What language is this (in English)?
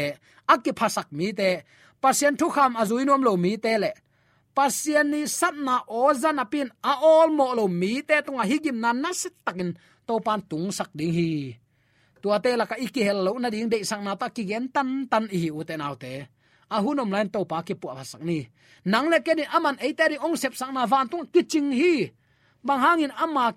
Tedim Chin